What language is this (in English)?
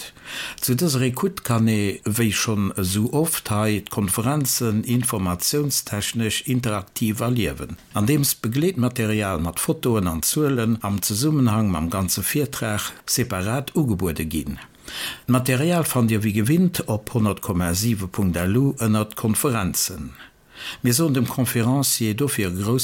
Luxembourgish